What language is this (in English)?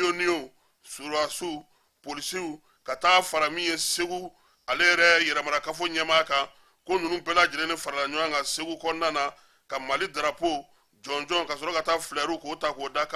Bambara